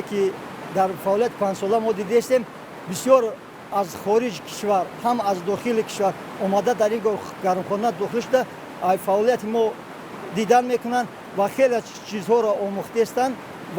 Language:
Tajik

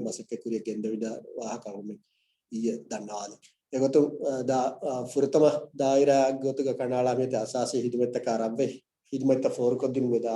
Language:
Divehi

